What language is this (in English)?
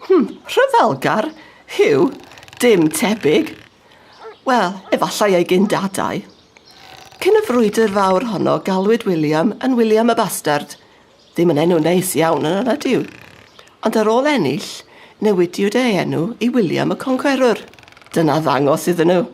Welsh